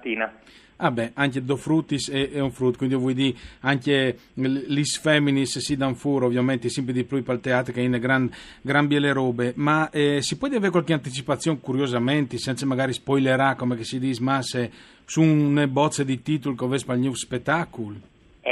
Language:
Friulian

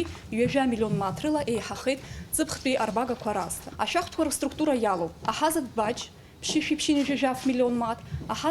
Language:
Abkhazian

